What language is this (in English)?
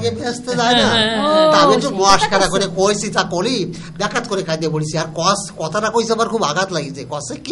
Bangla